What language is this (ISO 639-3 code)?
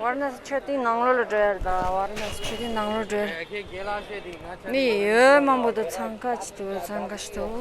bod